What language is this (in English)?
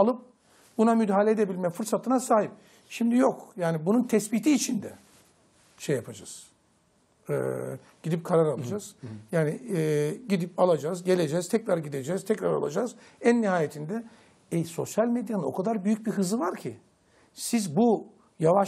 Turkish